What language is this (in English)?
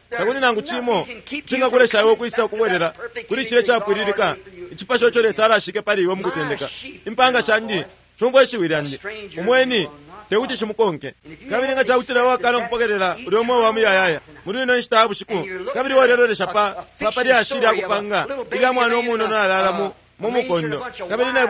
Bemba